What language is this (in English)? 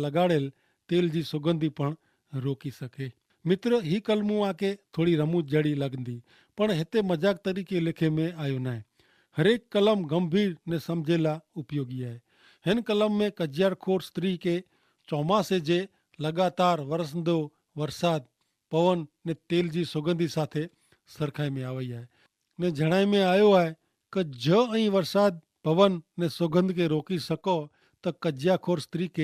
Kachhi